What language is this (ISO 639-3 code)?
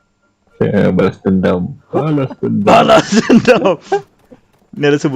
bjn